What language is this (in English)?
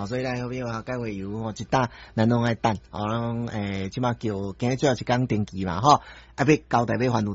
Min Nan Chinese